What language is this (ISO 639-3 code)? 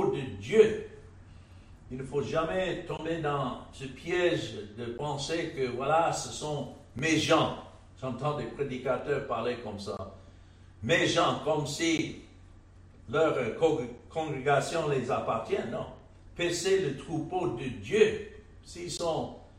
fra